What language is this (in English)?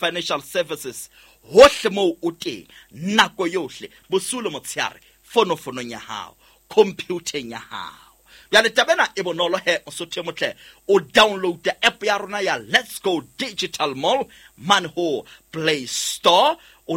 Southern Sotho